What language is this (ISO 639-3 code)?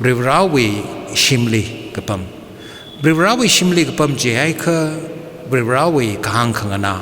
nmf